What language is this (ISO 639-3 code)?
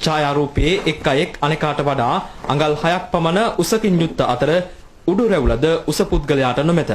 sin